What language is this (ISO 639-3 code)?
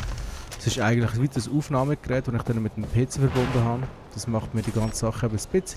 gsw